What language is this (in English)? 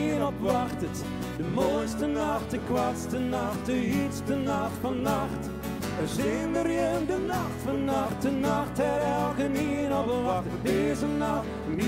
Western Frisian